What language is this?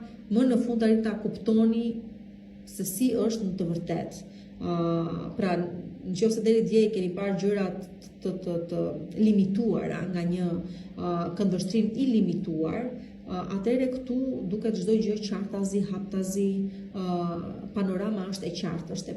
Albanian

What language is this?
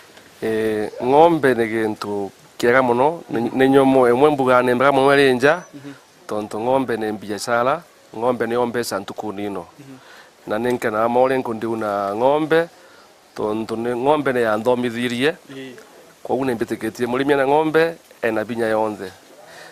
Meru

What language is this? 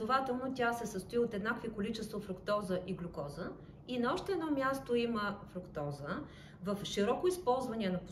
Bulgarian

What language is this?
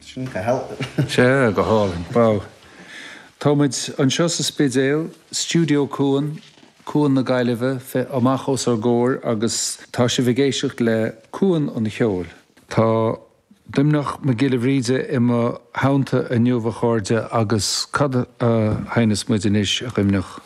Irish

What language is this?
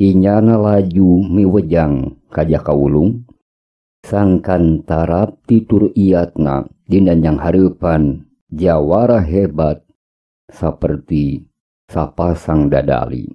Sundanese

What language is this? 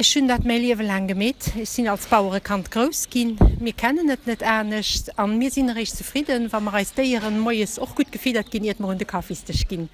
Luxembourgish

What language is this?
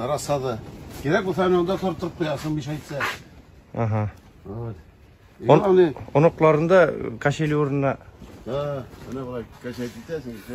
Tatar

